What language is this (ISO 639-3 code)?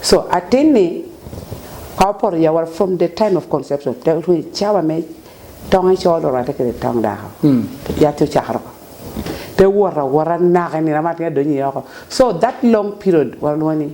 laj